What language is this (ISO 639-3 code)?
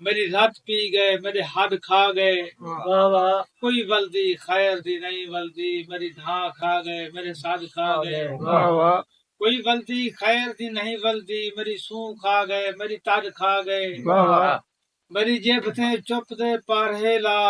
skr